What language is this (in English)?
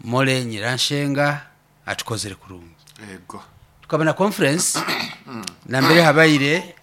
Nyoro